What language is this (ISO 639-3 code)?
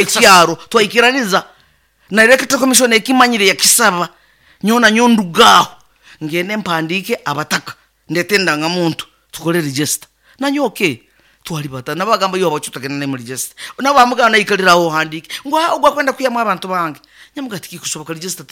nyn